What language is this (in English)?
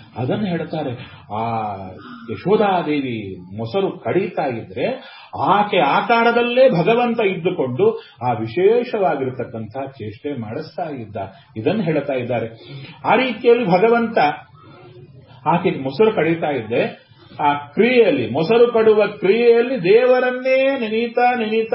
Kannada